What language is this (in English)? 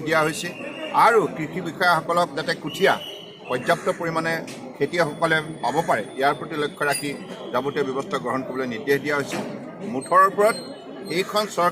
Assamese